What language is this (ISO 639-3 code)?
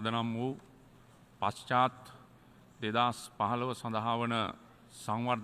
sin